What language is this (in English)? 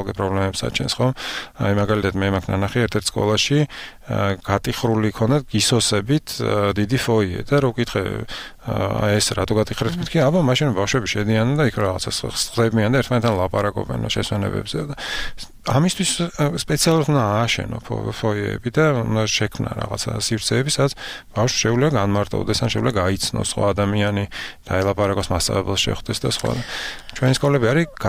Georgian